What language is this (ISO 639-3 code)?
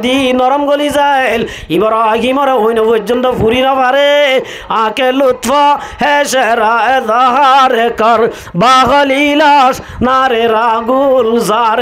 rhg